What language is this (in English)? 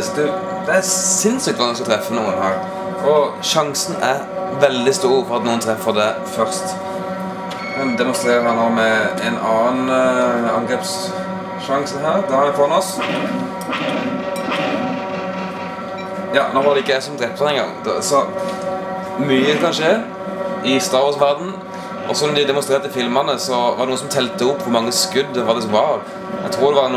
Norwegian